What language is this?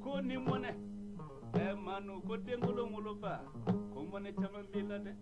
Bambara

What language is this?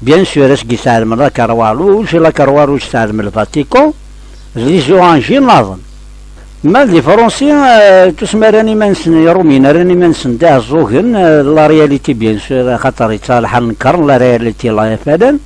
Kabyle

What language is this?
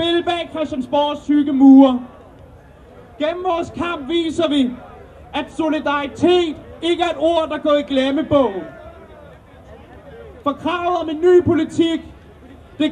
Danish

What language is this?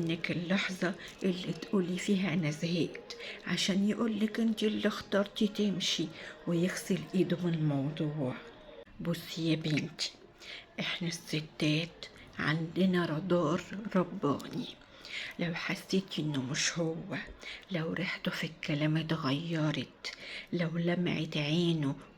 Egyptian Arabic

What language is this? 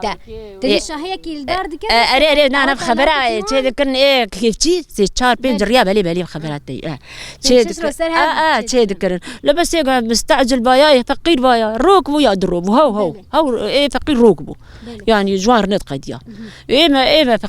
Kurdish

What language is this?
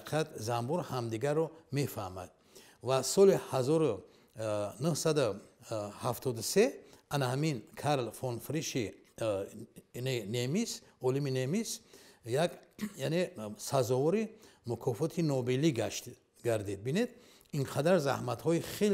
Tajik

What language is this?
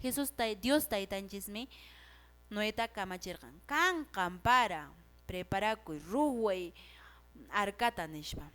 Quechua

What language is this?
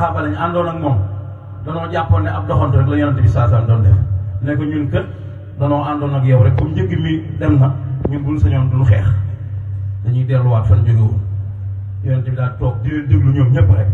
Wolof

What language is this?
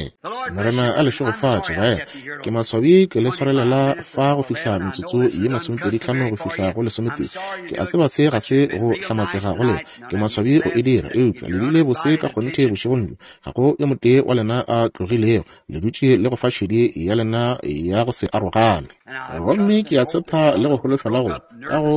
Northern Sotho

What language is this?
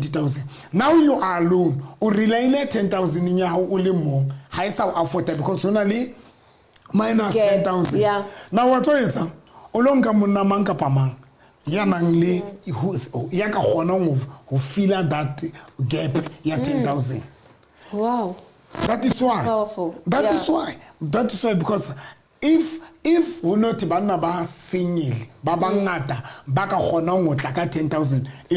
Southern Sotho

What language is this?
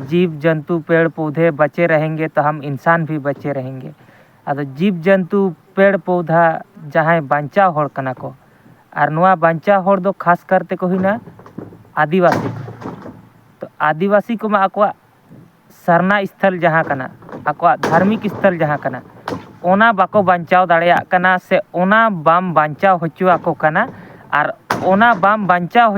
Santali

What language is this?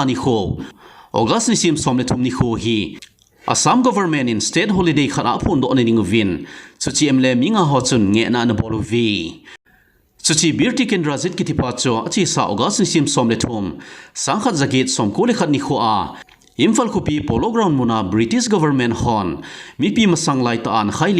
Thado Chin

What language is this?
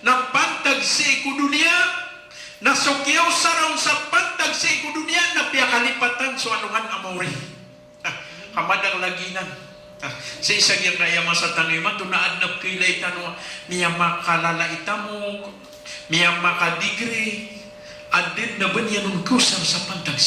Maranao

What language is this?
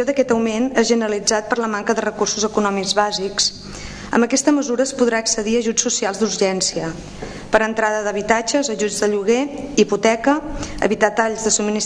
Catalan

